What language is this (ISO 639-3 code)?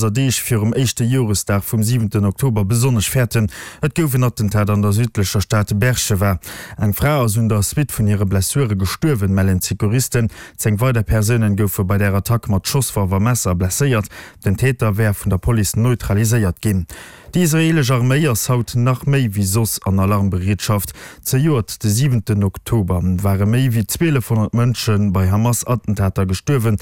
ltz